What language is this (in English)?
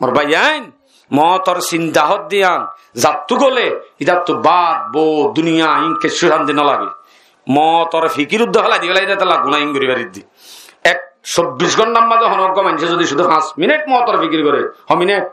Rohingya